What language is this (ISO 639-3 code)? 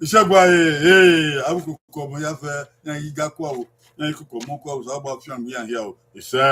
bin